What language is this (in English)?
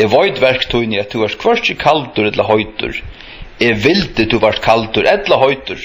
Faroese